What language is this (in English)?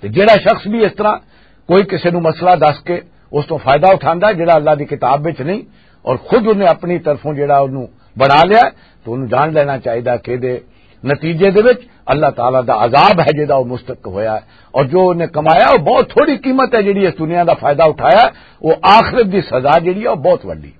Western Panjabi